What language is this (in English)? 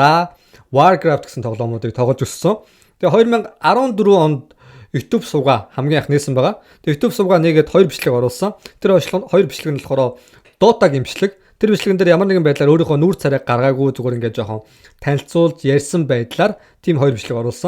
Mongolian